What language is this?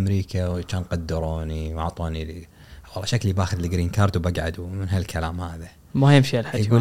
Gulf Arabic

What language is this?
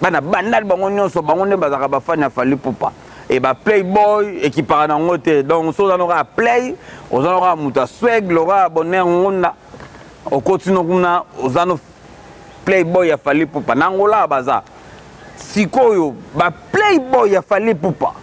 Lingala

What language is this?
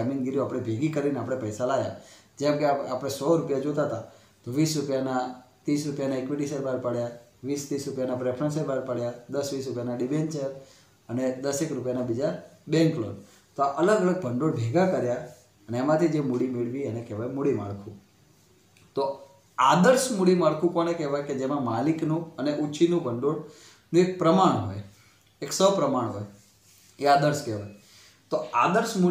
Gujarati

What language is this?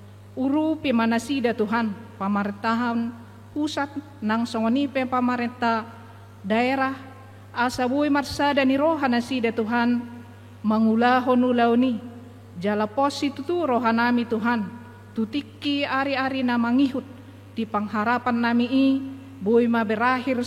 Batak Toba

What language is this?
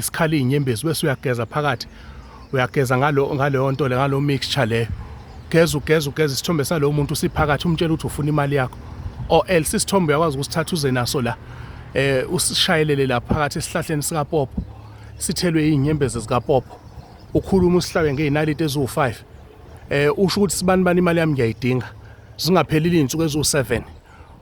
Zulu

